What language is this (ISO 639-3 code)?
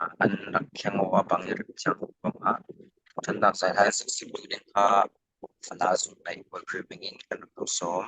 cfm